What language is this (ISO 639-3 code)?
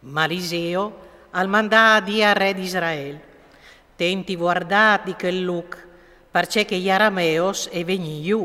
fur